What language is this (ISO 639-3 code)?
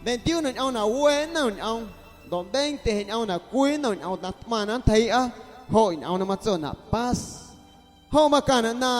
amu